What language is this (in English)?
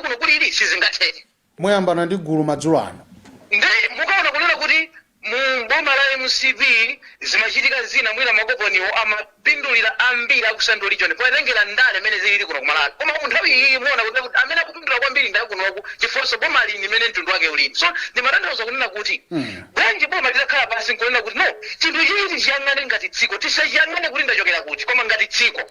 Nyanja